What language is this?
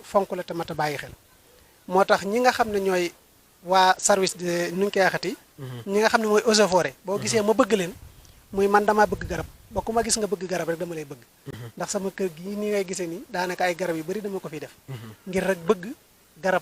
Wolof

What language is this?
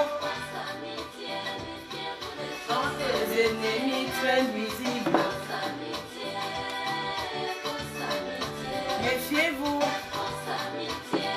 French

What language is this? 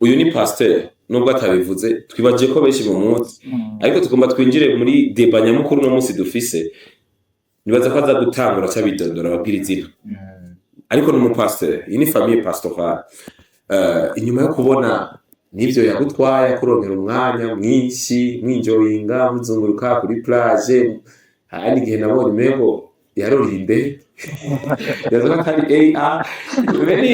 Rundi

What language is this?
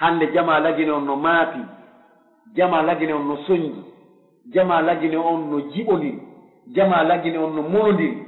Pular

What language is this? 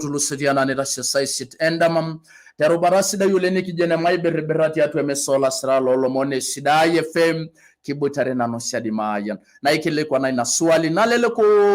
Masai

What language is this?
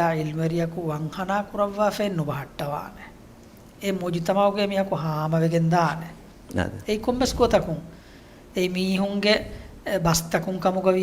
Divehi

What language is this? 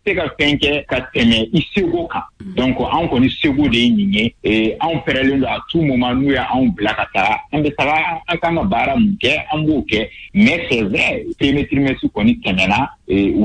Bambara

